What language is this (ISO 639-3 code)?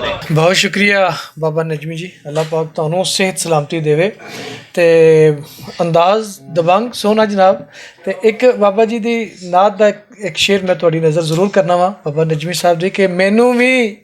lah